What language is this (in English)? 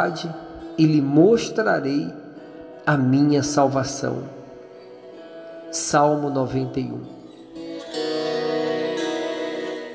Portuguese